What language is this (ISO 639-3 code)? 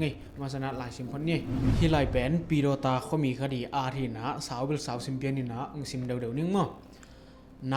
ctd